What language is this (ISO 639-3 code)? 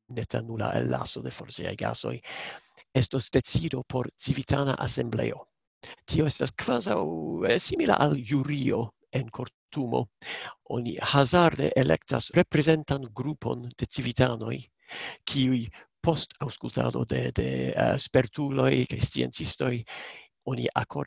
epo